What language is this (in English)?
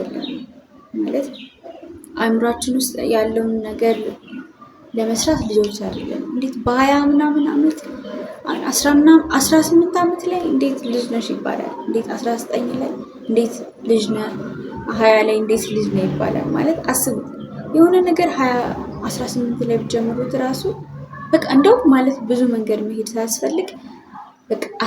Amharic